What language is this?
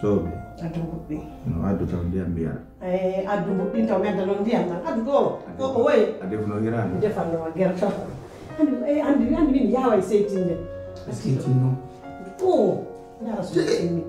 Pular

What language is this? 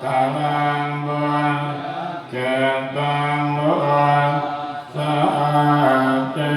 Pali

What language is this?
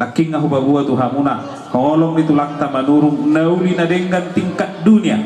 Batak Toba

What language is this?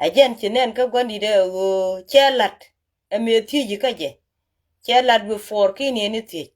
Nuer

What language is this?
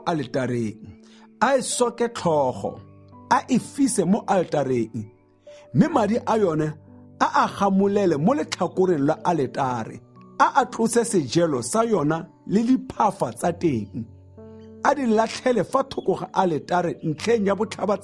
Tswana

